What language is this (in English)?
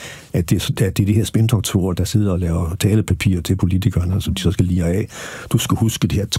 Danish